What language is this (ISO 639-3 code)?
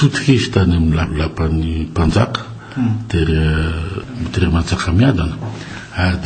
mlg